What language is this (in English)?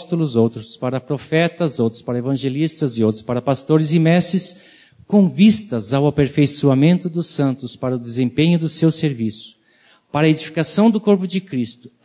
Portuguese